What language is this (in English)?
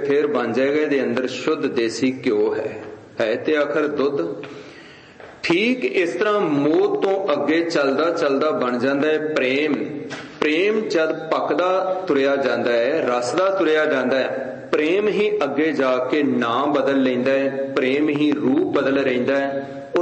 Punjabi